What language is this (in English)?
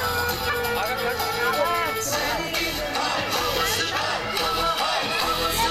Turkish